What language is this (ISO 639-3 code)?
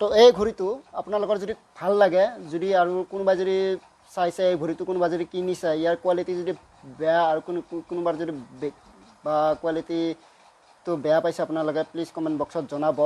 asm